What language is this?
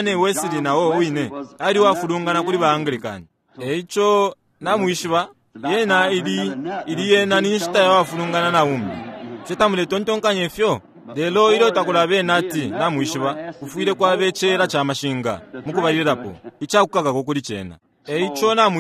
Bemba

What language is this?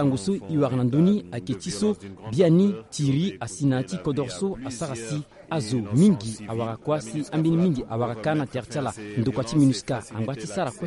Sango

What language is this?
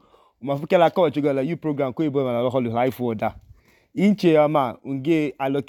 Idoma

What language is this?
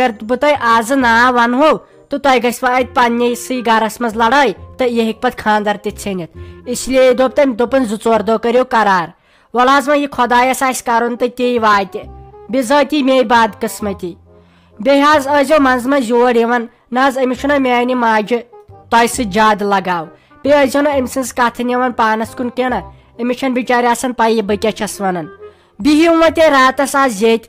Kashmiri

